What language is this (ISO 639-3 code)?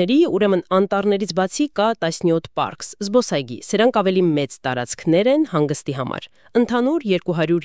hye